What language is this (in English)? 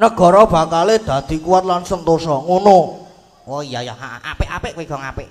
Javanese